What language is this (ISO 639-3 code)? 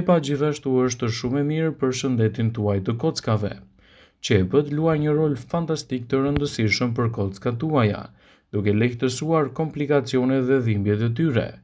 sqi